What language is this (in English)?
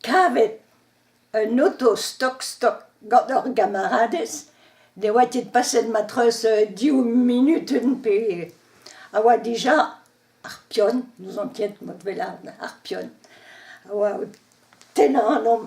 Breton